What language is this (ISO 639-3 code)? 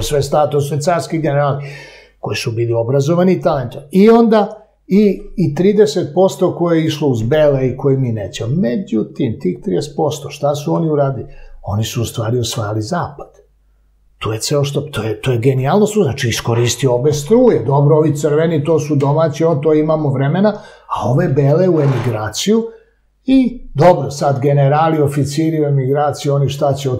srp